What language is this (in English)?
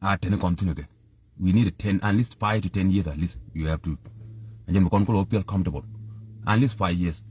Nuer